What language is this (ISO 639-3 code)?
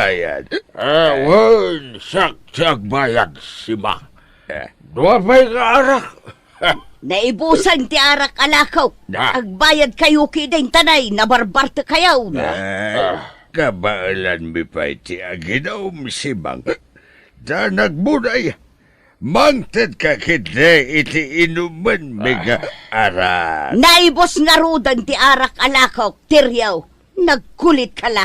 ilo